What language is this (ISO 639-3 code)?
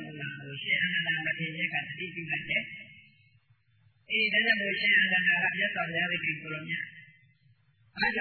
mya